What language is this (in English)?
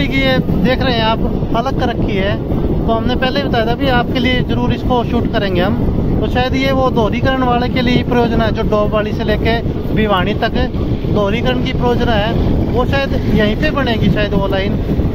Hindi